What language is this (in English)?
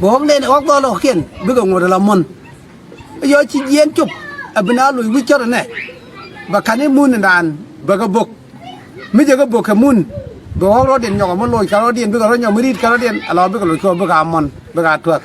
Nuer